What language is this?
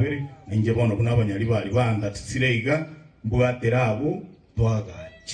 Gusii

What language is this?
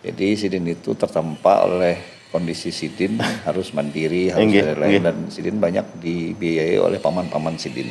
Banjar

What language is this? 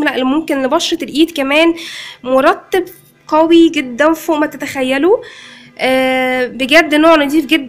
Egyptian Arabic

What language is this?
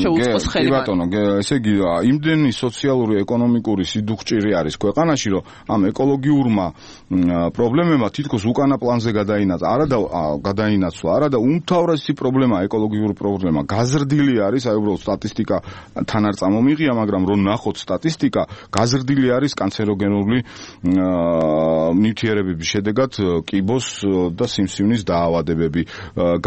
Georgian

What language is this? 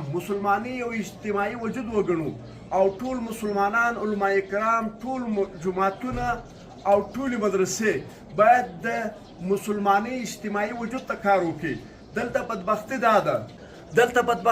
Pashto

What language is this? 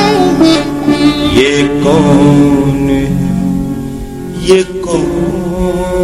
Hindi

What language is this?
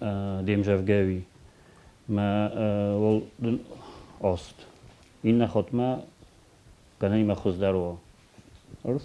Ossetic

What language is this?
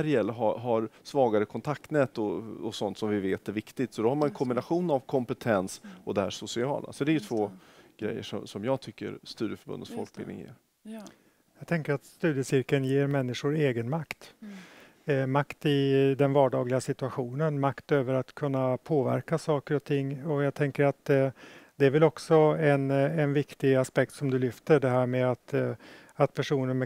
Swedish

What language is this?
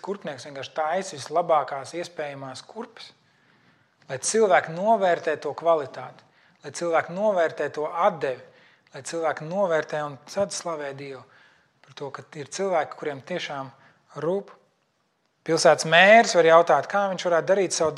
Latvian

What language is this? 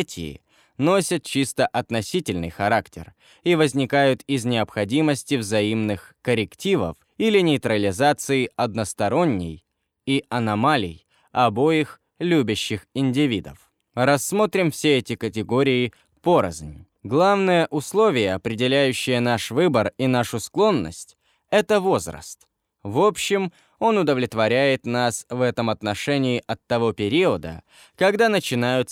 Russian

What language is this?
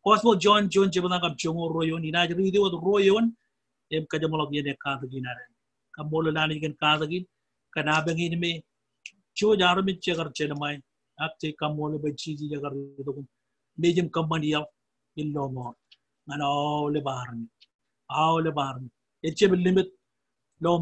Marshallese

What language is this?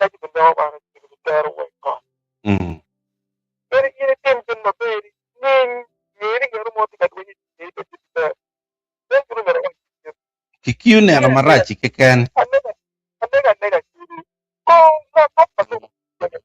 Acoli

